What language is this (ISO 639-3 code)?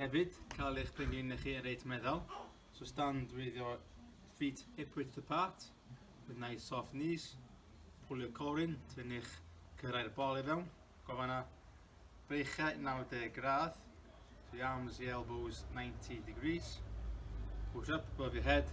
cym